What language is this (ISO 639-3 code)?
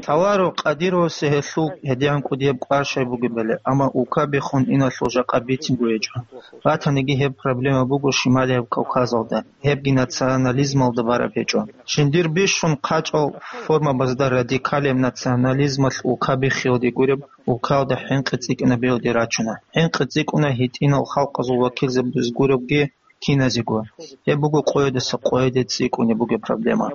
ava